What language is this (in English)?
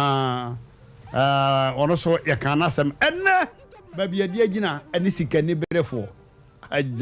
Akan